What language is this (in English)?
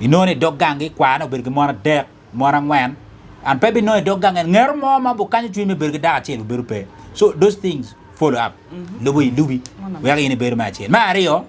Acoli